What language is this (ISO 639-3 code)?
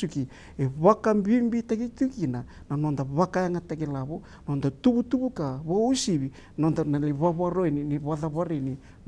fij